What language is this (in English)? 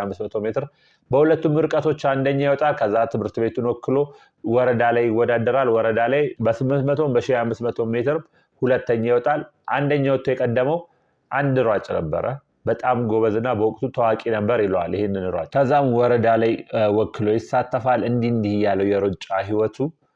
Amharic